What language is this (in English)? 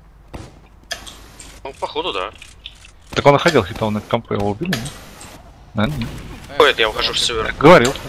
Russian